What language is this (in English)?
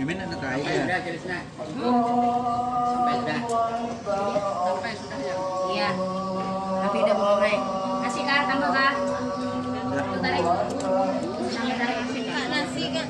Banjar